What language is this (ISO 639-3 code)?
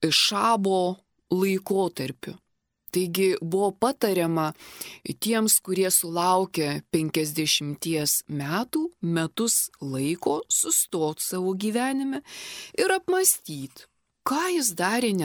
lit